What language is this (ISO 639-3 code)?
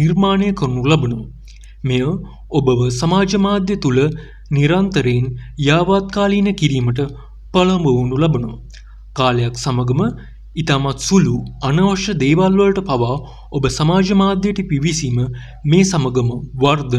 sin